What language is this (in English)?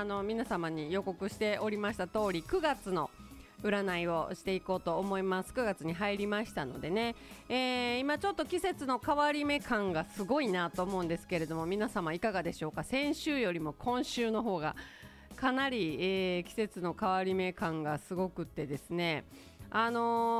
Japanese